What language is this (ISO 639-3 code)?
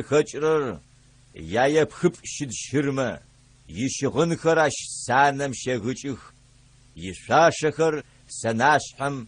ady